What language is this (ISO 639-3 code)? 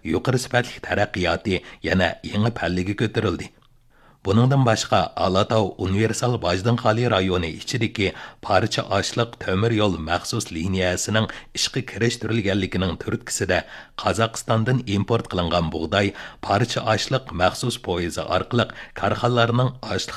uig